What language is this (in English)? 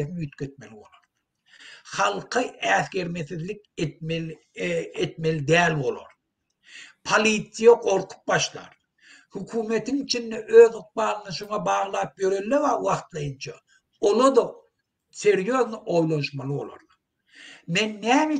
Turkmen